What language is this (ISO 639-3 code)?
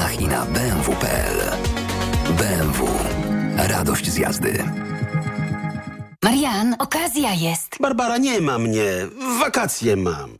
pol